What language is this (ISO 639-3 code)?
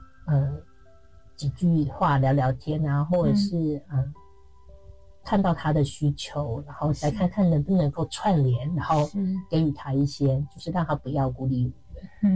zho